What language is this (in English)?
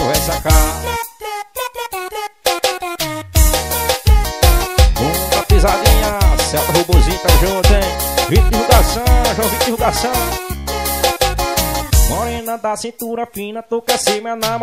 Portuguese